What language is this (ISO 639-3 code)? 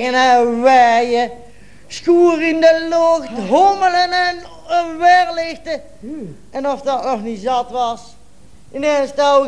lim